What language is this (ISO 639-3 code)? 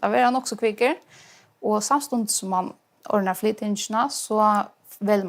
fao